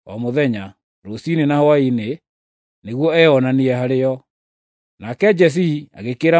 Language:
Kikuyu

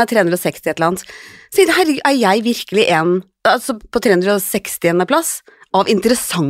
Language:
Norwegian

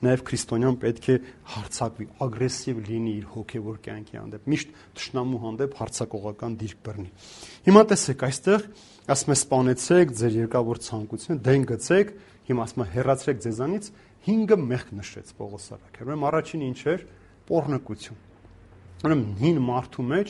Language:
Armenian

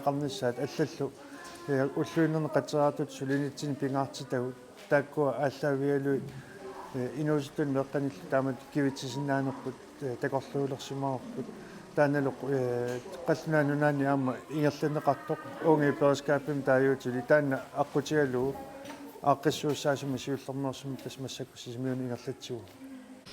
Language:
Kalaallisut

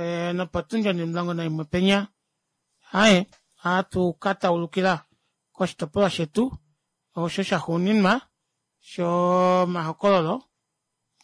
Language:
Kuanyama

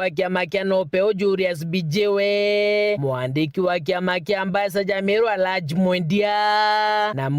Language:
Meru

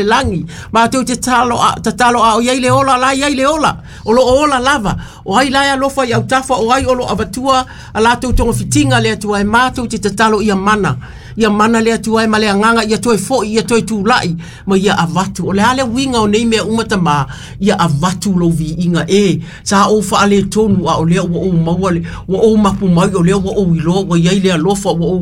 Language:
Samoan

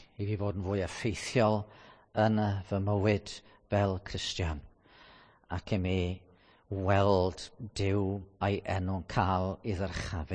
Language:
Welsh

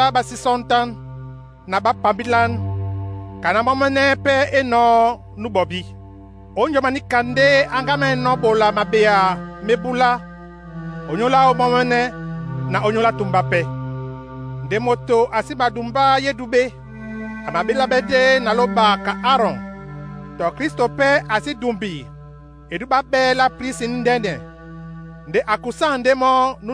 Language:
Duala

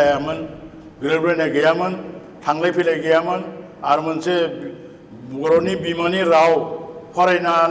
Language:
Bodo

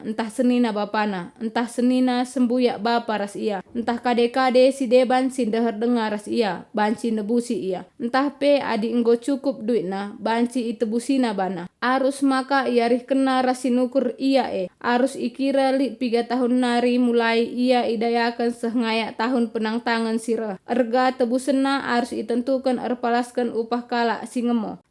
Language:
Batak Karo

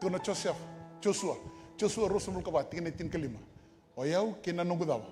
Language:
Fijian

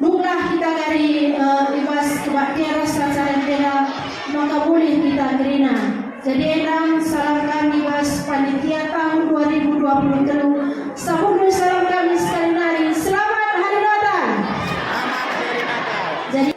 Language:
Batak Karo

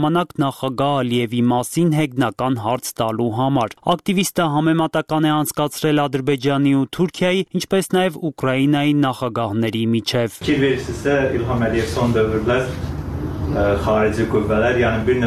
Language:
Armenian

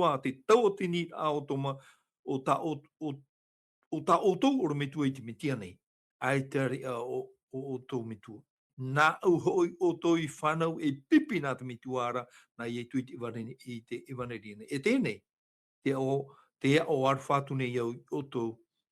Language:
Tahitian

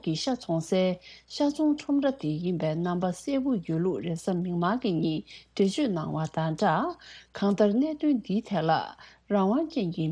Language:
Tibetan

